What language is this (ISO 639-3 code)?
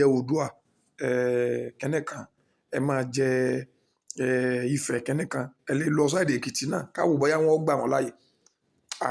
yor